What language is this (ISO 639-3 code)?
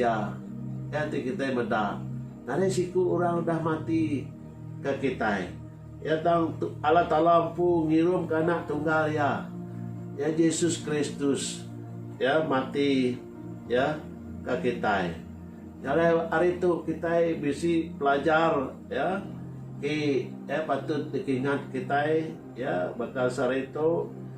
iba